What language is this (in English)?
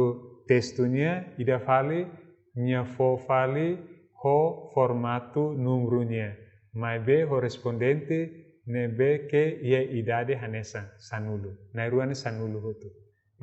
Tetum